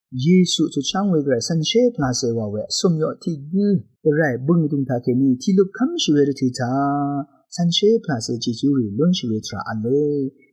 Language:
Rawang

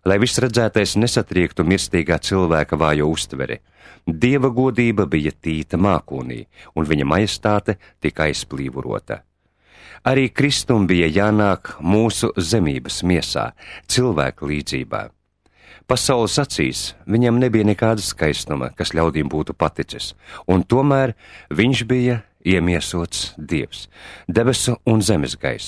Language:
Latvian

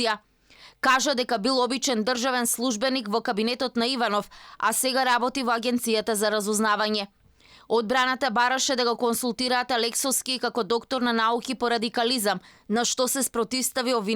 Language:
Macedonian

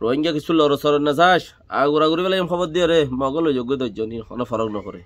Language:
Rohingya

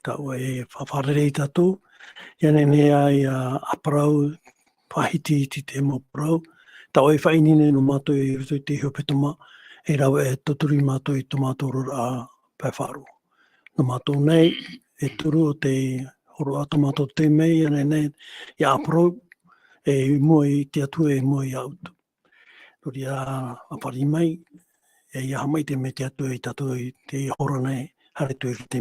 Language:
Tahitian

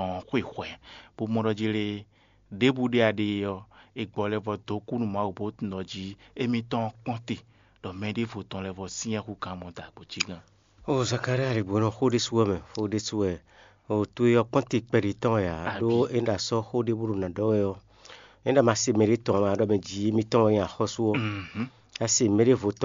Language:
Fon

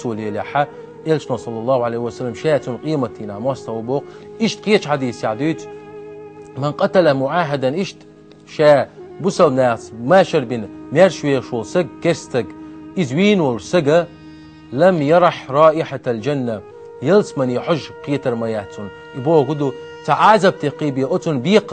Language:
Chechen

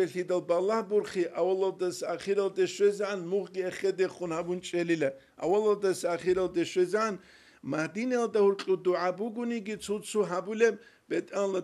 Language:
Avaric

